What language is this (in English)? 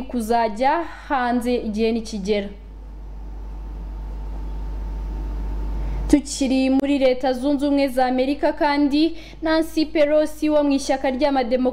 Kinyarwanda